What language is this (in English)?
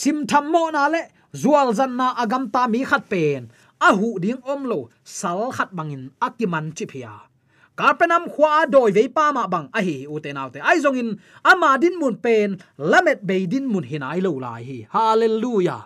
Tedim Chin